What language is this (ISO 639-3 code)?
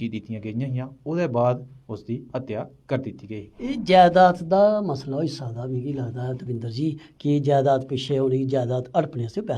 doi